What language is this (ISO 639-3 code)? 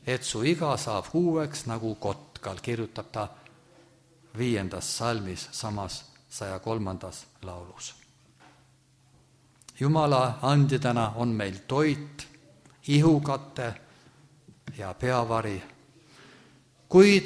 est